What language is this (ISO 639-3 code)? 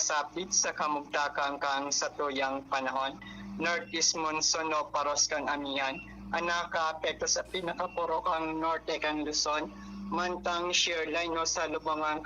bik